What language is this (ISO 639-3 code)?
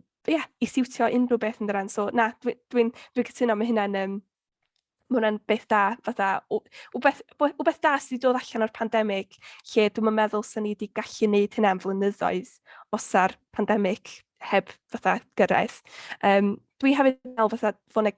cym